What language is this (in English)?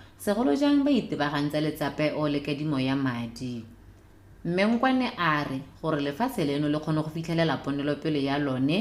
Tswana